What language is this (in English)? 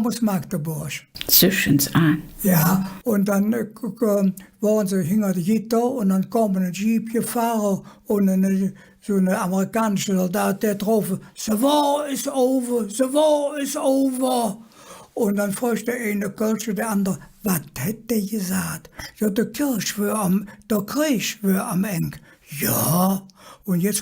Colognian